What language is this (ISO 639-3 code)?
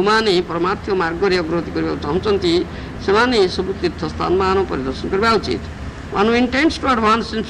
ori